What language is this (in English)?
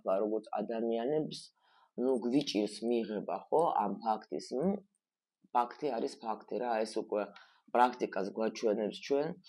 Georgian